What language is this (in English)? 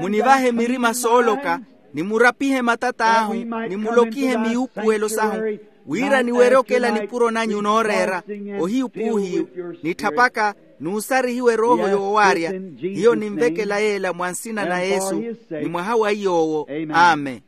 Makhuwa